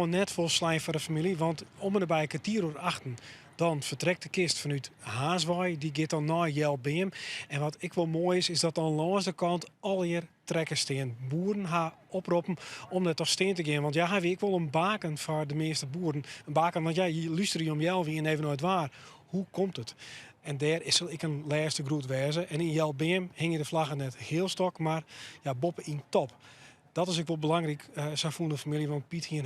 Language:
Western Frisian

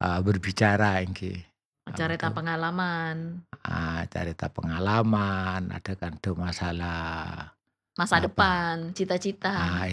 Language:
Madurese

